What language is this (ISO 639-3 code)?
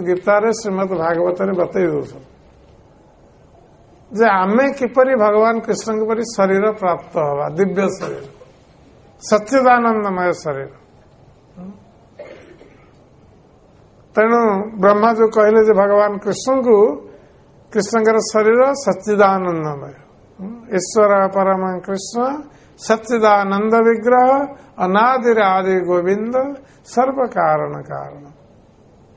ori